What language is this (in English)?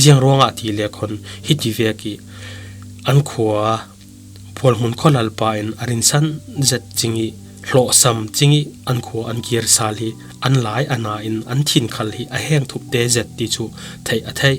Falam Chin